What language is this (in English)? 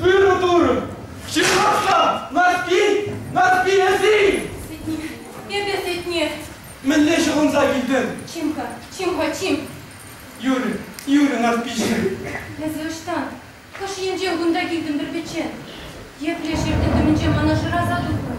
Chuvash